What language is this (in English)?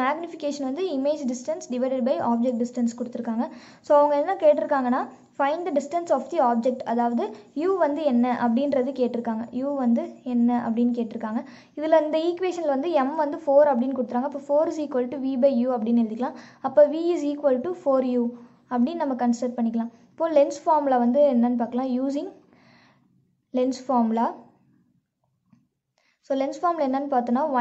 Tamil